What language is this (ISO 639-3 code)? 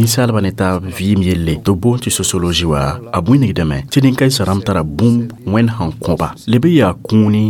mos